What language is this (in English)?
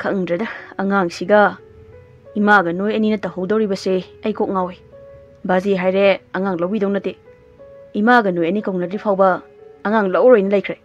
Manipuri